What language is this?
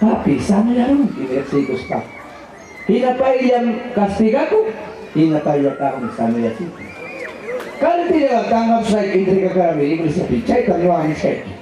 Ayacucho Quechua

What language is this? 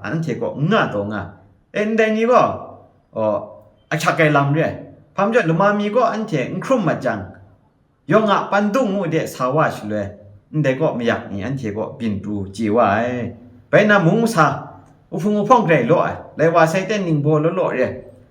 Kachin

